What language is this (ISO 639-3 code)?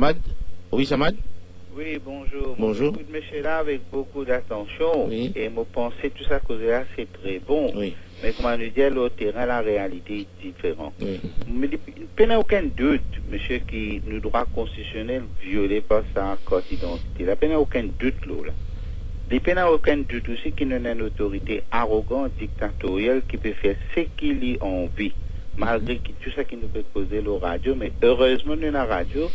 mfe